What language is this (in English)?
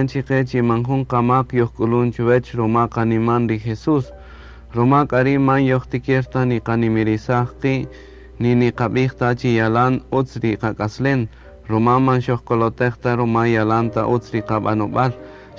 Kaqchikel